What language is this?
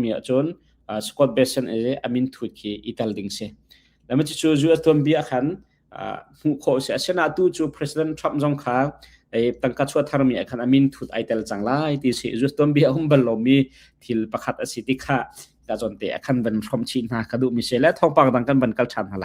Hakha Chin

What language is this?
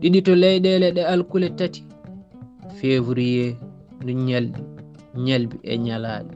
Fula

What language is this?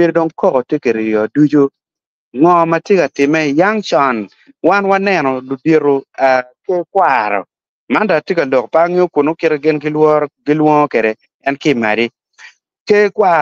Acoli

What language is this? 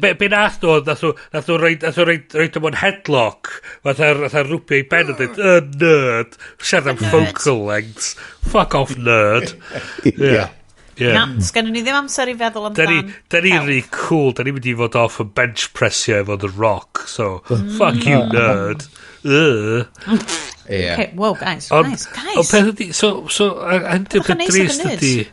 Welsh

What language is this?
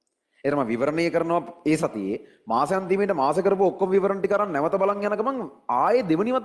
Sinhala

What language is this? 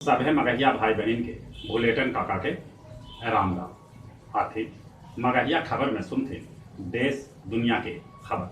Magahi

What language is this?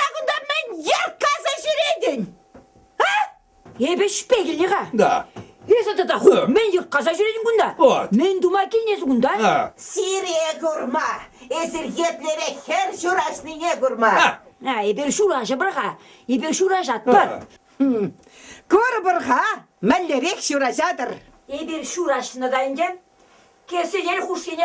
Chuvash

